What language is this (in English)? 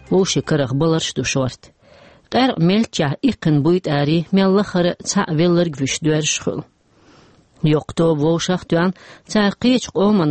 Chechen